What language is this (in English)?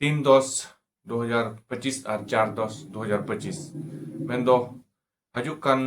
Santali